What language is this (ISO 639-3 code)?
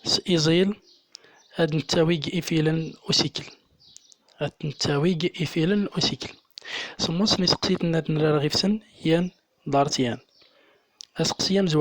tzm